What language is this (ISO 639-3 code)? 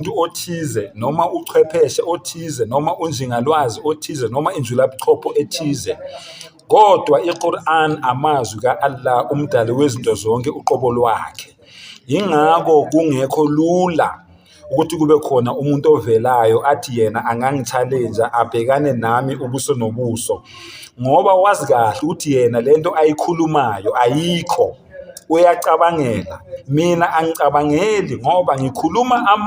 zul